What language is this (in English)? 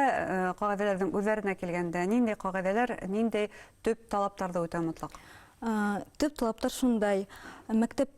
Bashkir